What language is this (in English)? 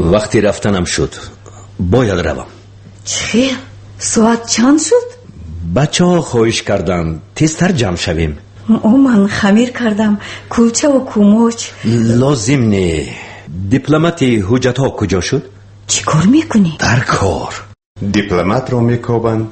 Tajik